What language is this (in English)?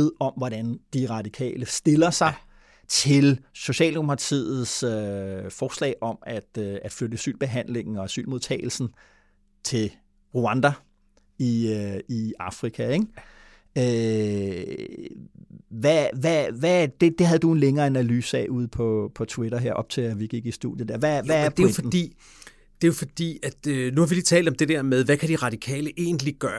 Danish